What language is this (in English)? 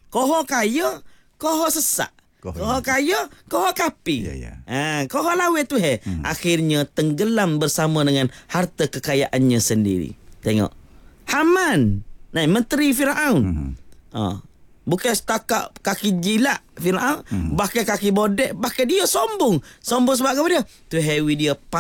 Malay